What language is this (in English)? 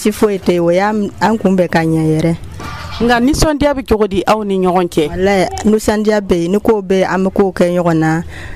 Dyula